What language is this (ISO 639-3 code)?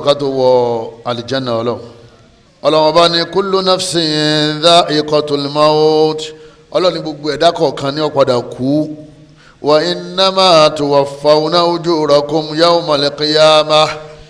yor